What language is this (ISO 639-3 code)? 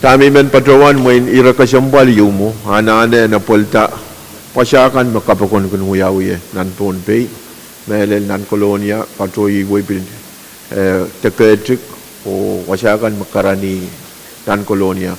pon